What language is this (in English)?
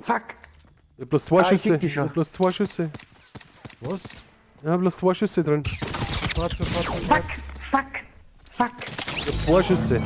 Bavarian